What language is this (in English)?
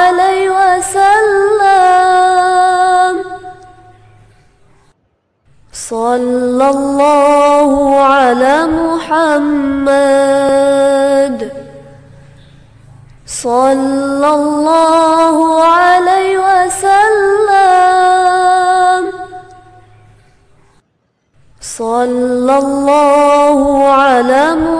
Arabic